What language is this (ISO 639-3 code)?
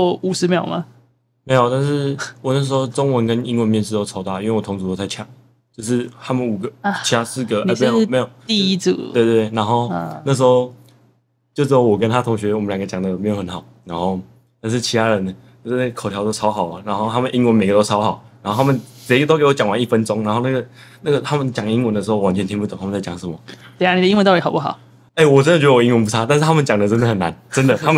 zho